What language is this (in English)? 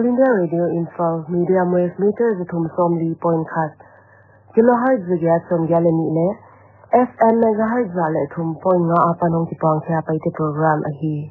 Paite Chin